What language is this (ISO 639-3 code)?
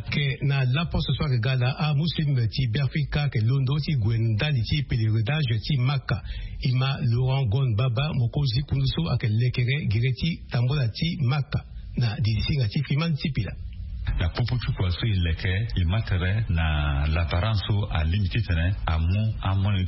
sag